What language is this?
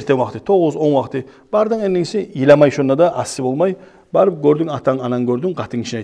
Kumyk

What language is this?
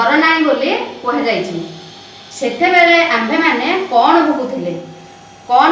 Odia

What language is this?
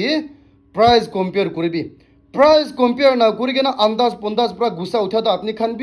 Naga Pidgin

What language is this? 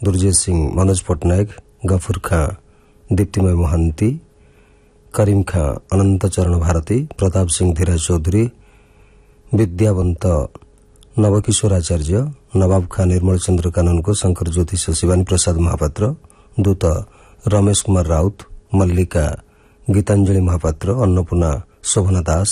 Odia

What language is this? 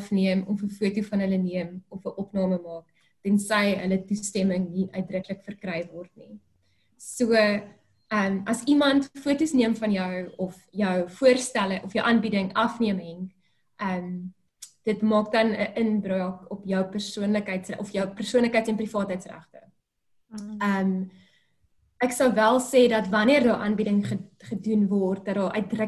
Afrikaans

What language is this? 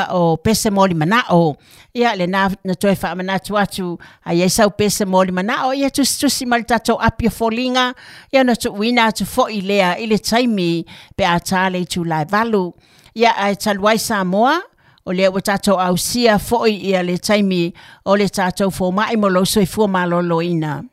Samoan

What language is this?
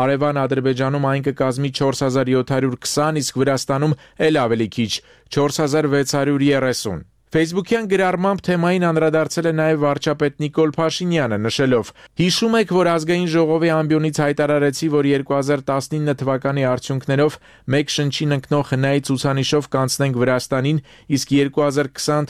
Armenian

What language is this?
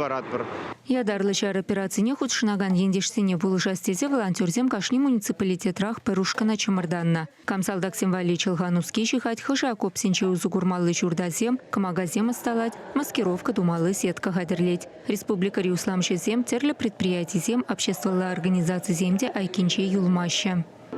Chuvash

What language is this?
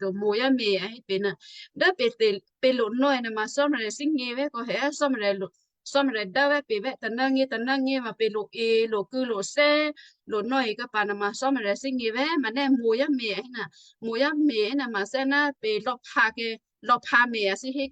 Western Kayah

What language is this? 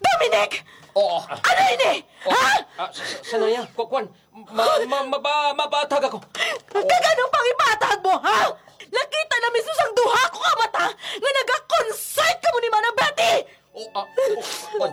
Hiligaynon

